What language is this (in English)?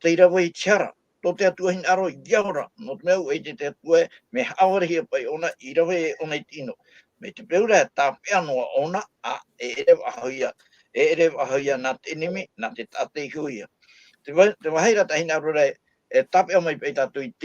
Tahitian